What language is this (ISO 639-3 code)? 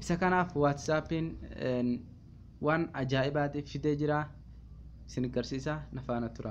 orm